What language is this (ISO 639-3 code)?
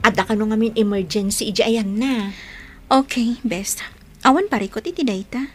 ilo